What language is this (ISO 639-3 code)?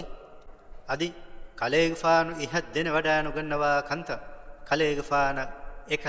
div